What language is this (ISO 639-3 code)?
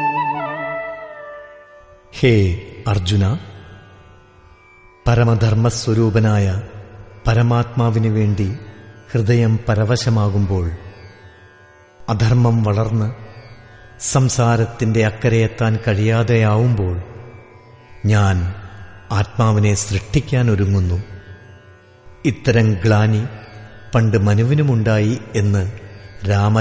mal